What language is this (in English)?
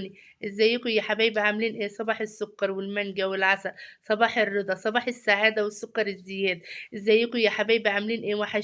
Egyptian Arabic